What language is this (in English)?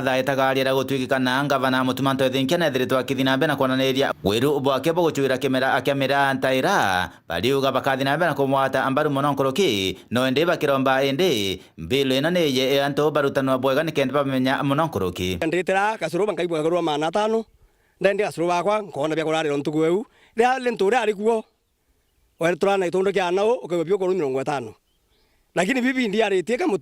Meru